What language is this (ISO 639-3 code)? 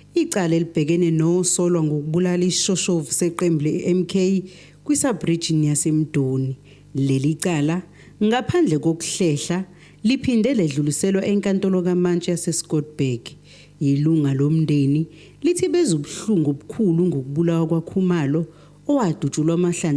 zul